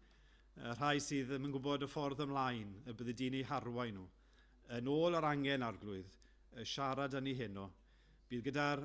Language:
Welsh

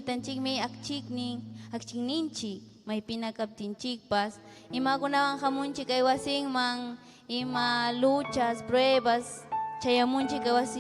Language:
Ayacucho Quechua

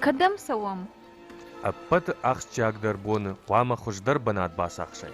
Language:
Ossetic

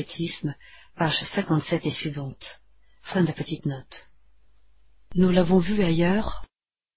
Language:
French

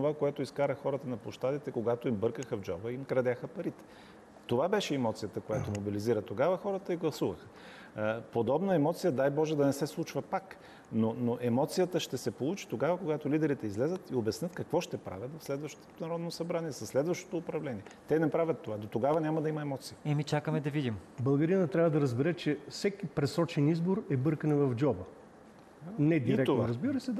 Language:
Bulgarian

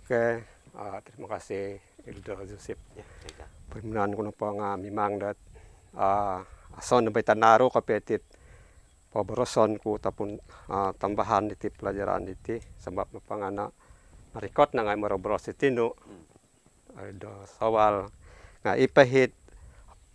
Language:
Central Dusun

